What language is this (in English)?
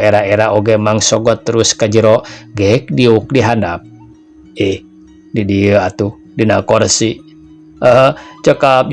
Sundanese